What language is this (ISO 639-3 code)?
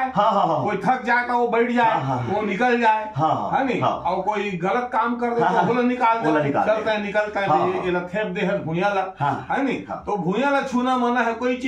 hne